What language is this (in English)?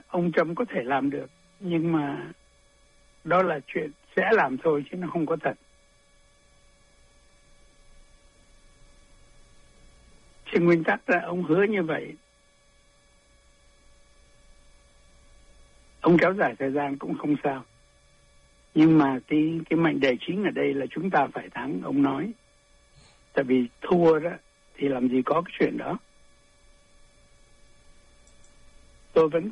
Vietnamese